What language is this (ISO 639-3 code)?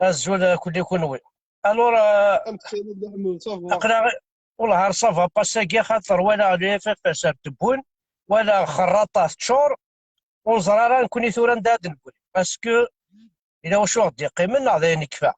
kab